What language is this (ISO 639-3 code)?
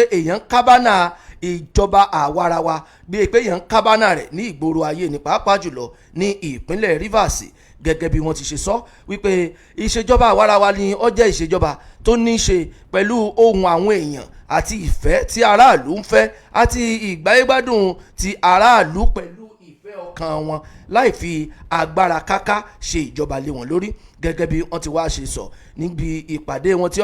yor